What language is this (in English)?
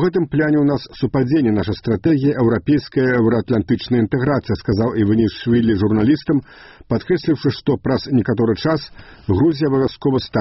Belarusian